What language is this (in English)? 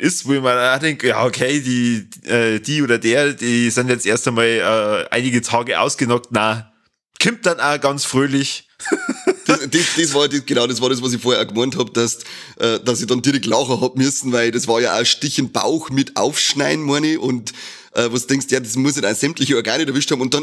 Bavarian